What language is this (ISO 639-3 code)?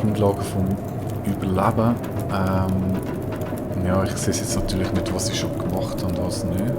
gsw